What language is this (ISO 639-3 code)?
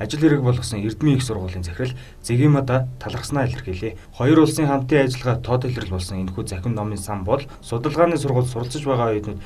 mon